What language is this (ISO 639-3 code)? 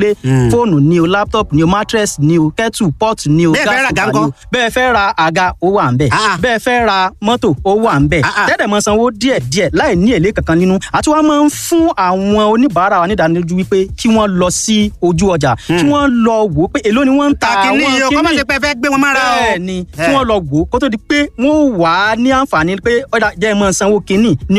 yor